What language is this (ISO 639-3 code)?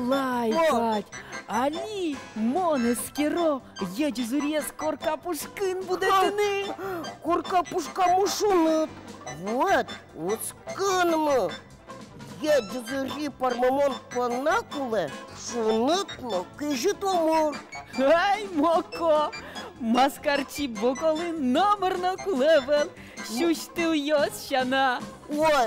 udm